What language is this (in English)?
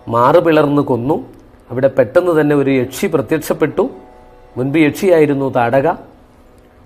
Malayalam